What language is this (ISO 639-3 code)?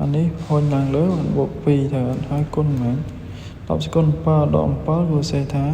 khm